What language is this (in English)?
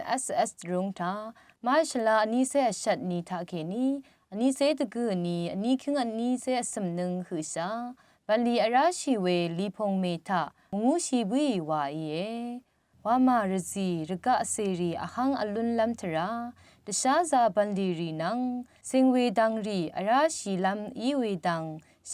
Rawang